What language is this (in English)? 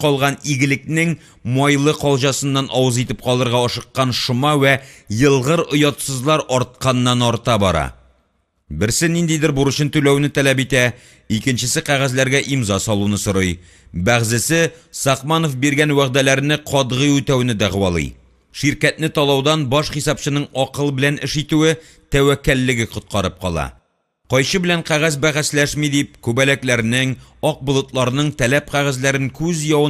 Tatar